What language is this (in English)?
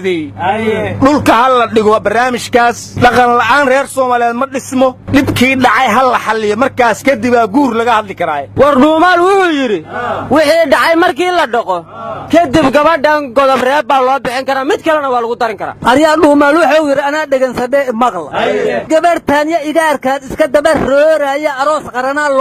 Somali